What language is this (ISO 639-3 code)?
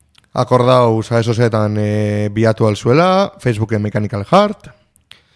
eus